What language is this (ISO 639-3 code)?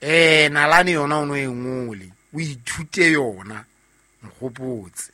sot